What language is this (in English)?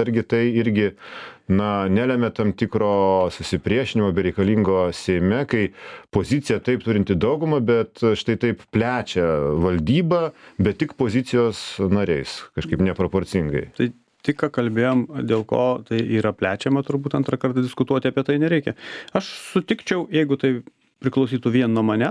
Lithuanian